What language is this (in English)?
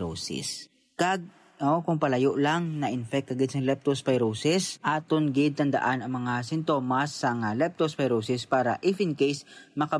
Hiligaynon